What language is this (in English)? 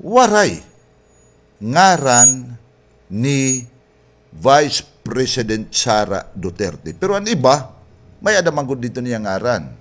Waray